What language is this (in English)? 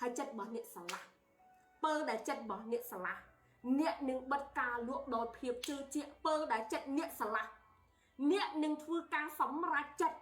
Khmer